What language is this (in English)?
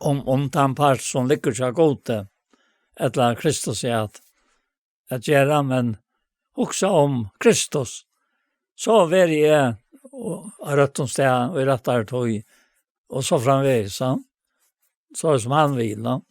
Faroese